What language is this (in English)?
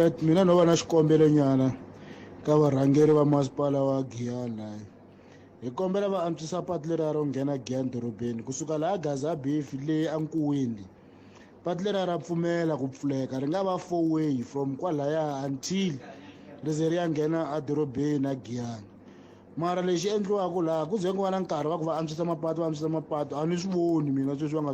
Tsonga